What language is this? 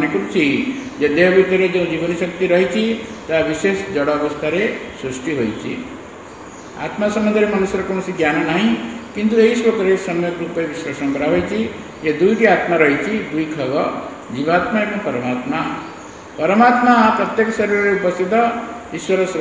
Odia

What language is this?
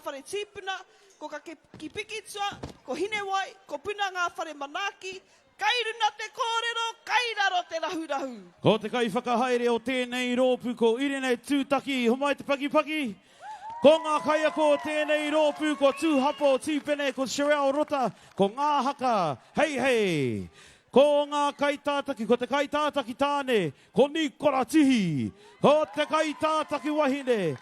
Māori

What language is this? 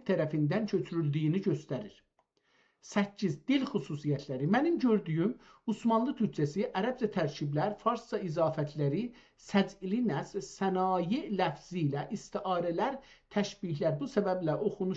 South Azerbaijani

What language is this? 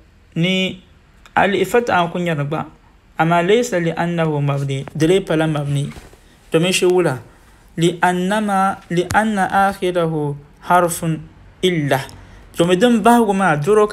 Dagbani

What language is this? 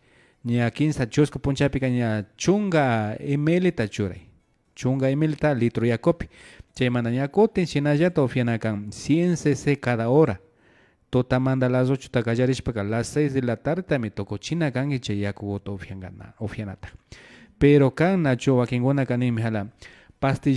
Imbabura Highland Quichua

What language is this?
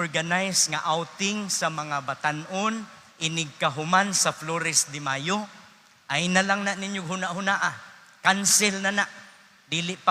Cebuano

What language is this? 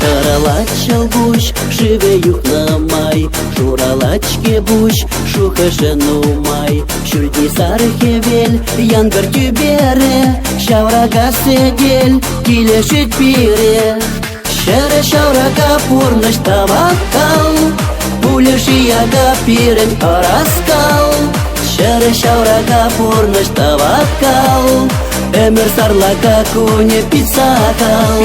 Chuvash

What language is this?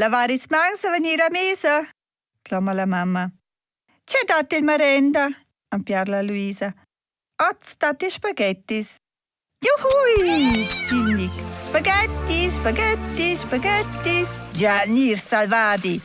Romansh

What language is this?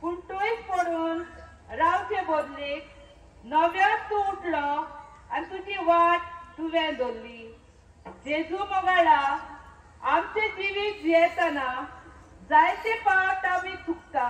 Konkani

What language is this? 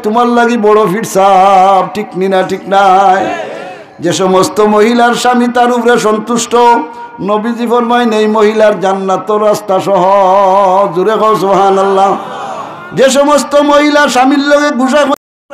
Sylheti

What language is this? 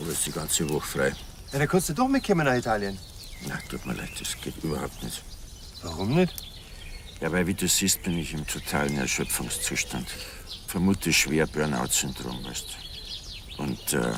Bavarian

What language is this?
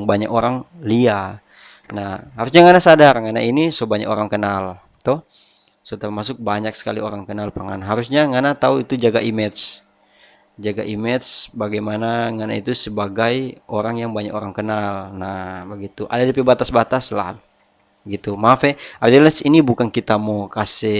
Manado Malay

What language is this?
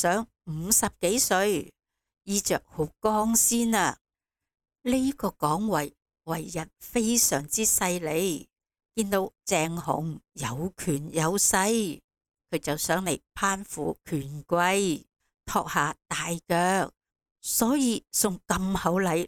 Cantonese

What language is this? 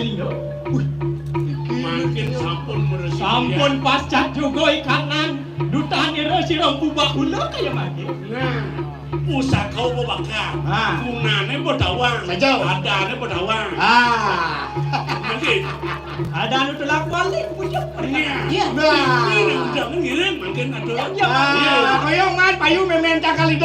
Balinese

